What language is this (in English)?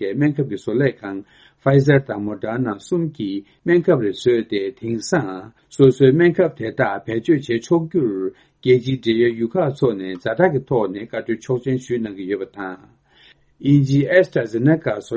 Tibetan